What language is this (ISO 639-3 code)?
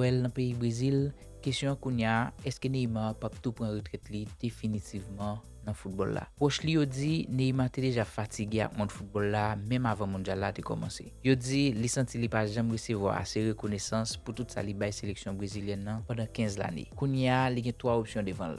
hat